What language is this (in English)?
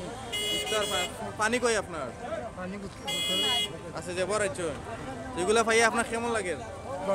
Sylheti